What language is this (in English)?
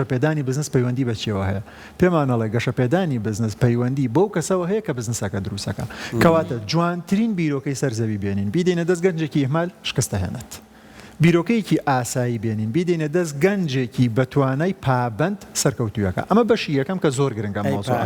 Central Kurdish